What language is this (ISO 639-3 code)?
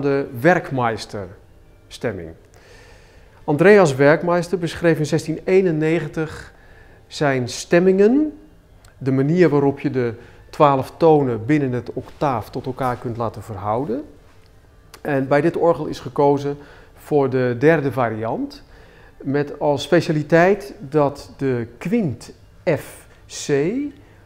nld